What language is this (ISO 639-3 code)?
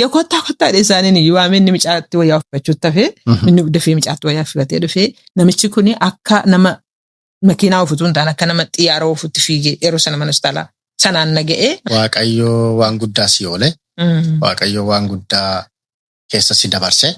orm